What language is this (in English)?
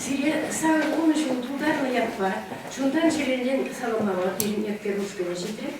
Chuvash